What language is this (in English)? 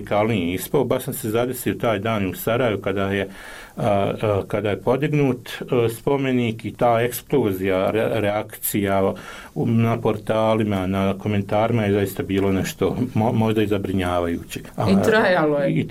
Bosnian